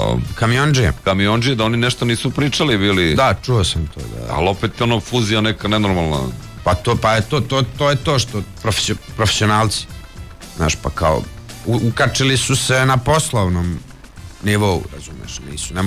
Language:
Serbian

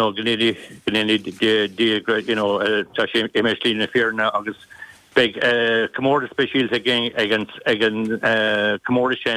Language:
Irish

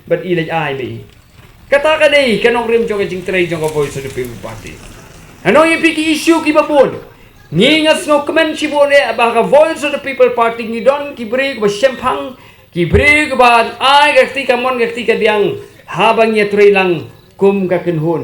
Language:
Khasi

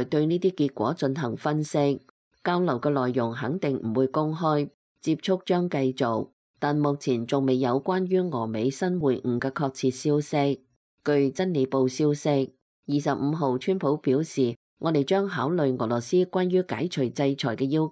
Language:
Cantonese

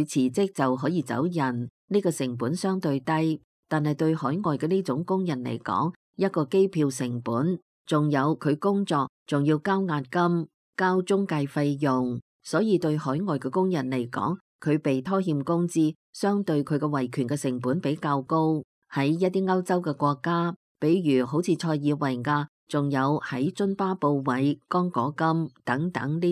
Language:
Cantonese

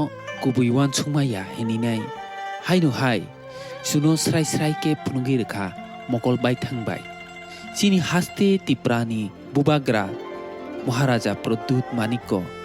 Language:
Kok Borok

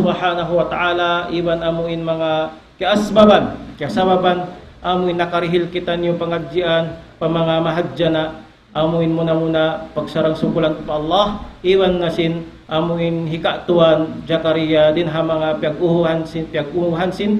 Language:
Tausug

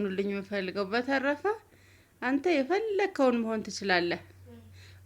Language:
Amharic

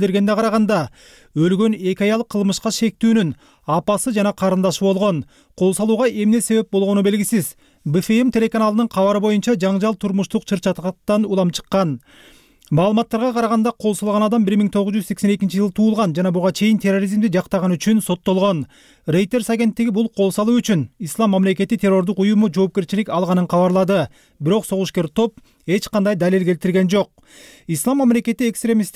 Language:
Kyrgyz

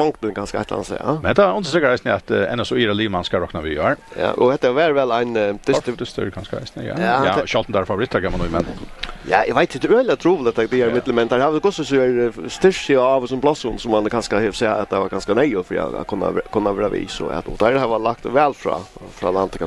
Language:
Faroese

